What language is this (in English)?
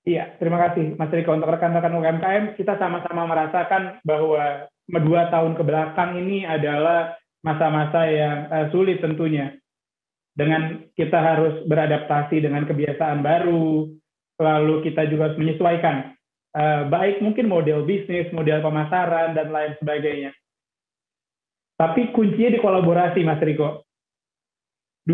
Indonesian